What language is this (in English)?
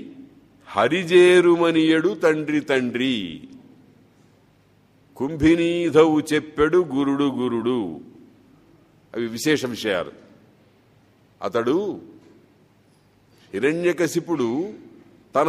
Telugu